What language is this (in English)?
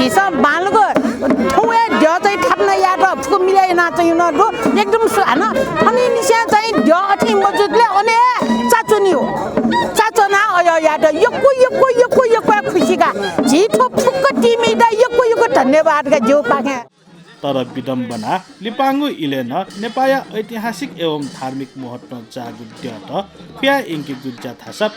Newari